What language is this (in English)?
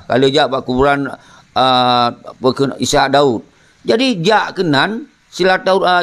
Achinese